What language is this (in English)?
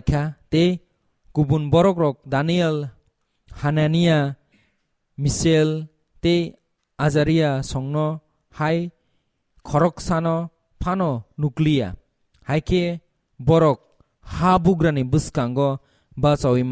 Kok Borok